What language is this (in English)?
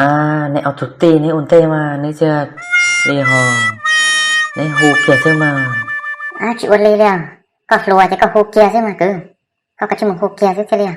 Hmong